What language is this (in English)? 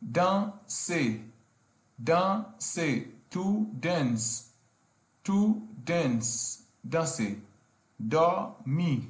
Haitian Creole